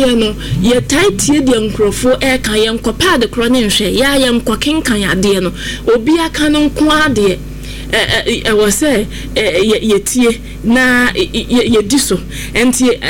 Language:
Akan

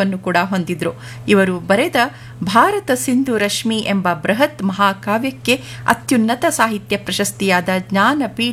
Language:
Kannada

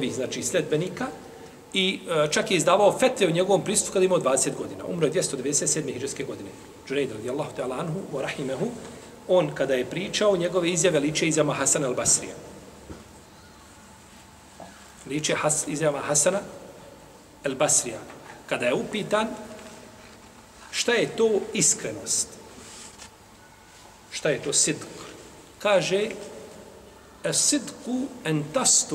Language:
Bosnian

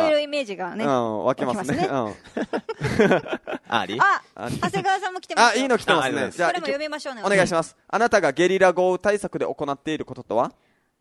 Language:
Japanese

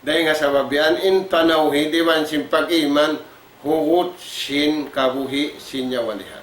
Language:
Tausug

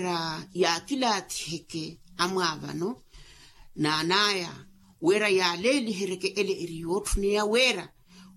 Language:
Makhuwa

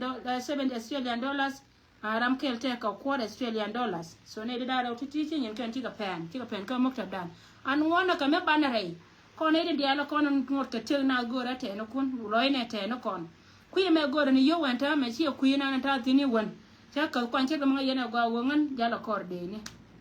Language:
Nuer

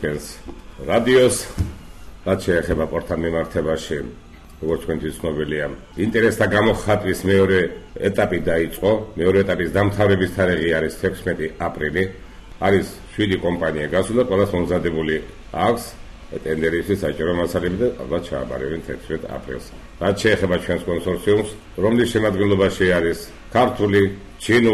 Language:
Georgian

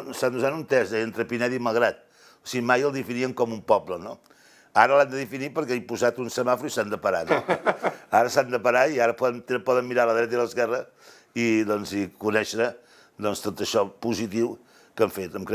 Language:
Catalan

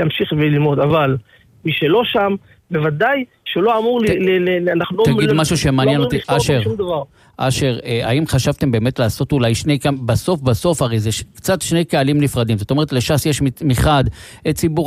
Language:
Hebrew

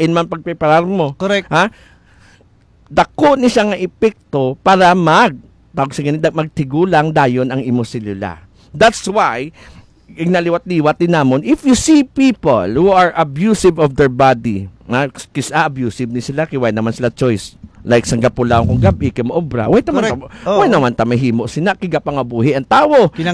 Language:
Hiligaynon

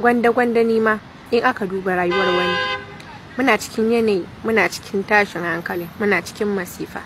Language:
Hausa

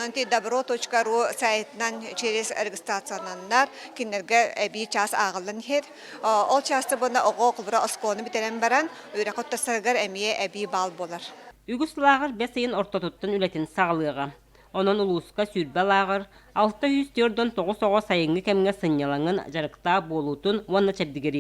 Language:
Yakut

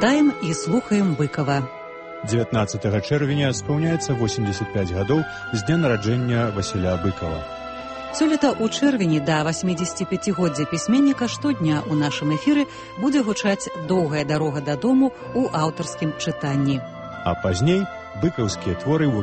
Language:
Belarusian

